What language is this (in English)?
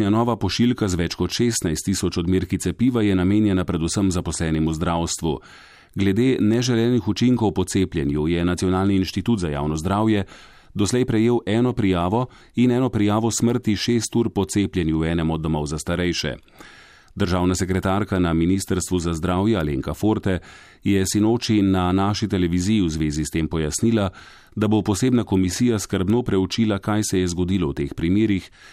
Slovenian